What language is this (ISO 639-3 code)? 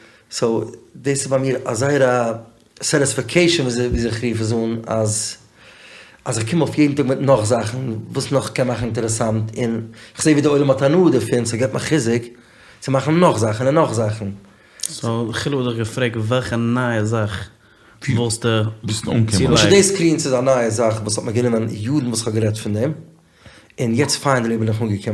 yid